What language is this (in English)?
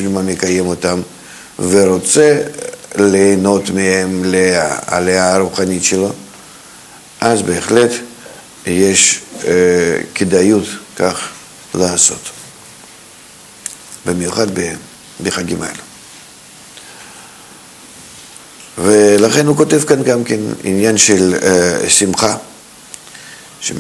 Hebrew